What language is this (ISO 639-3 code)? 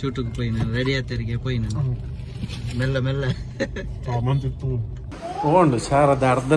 tcy